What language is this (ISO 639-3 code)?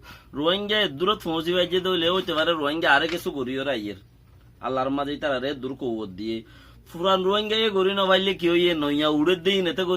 rhg